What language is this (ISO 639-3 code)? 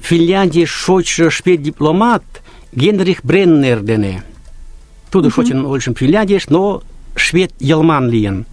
chm